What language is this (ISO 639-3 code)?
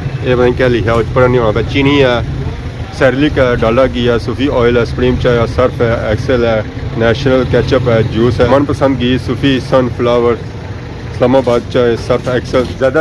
phr